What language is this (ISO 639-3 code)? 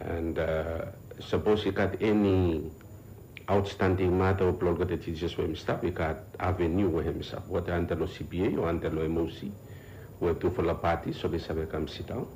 bis